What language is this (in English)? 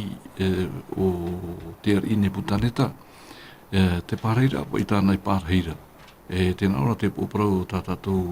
Tahitian